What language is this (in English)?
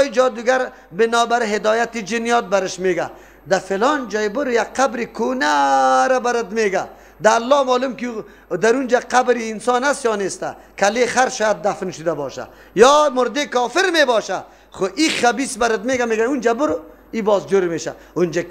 Persian